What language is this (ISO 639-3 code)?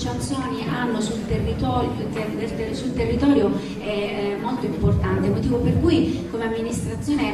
ita